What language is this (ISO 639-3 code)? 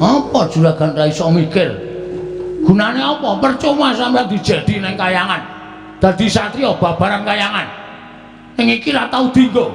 jav